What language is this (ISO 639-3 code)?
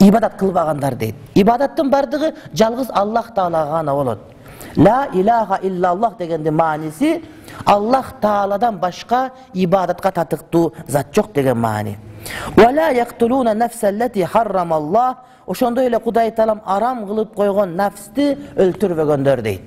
kir